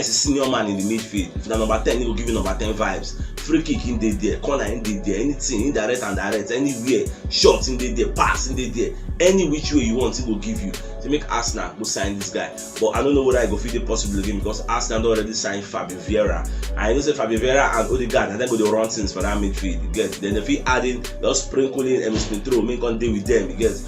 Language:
Nigerian Pidgin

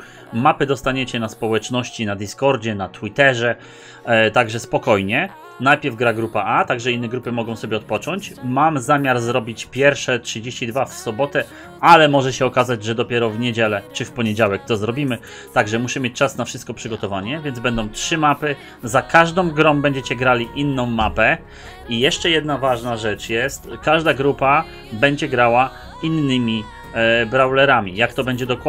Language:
Polish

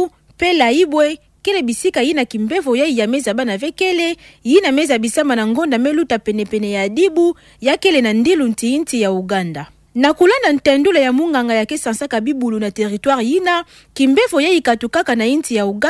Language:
Kituba (Democratic Republic of Congo)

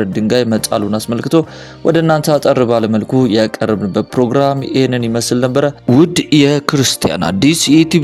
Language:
Amharic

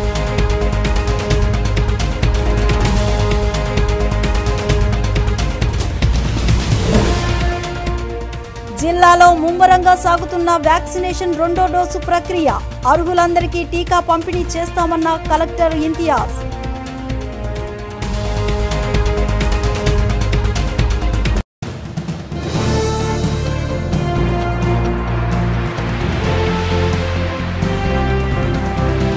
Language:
Telugu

